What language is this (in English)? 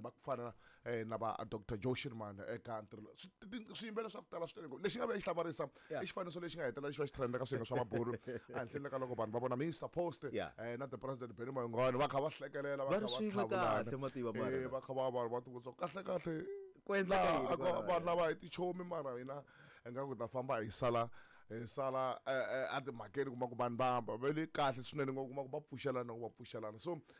Tsonga